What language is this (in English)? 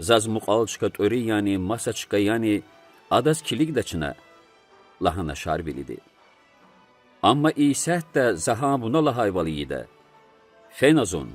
Lezghian